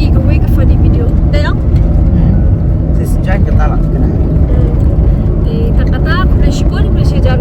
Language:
Khasi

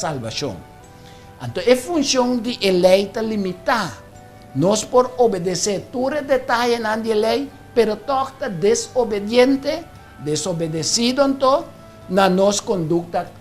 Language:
Papiamento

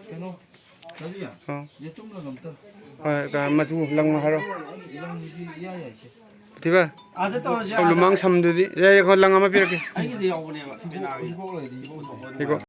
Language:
Manipuri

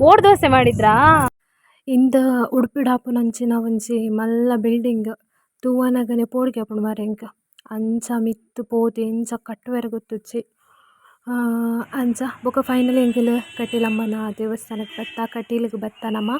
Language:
Tulu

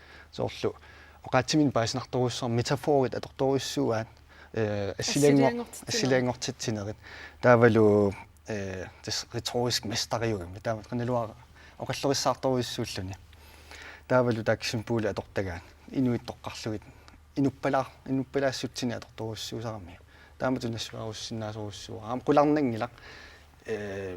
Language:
Kalaallisut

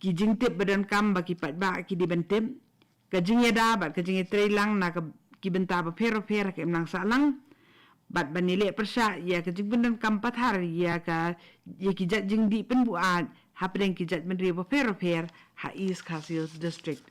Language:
Khasi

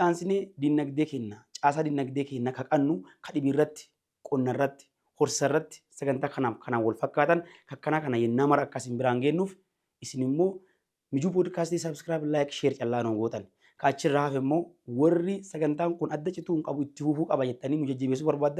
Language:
Oromo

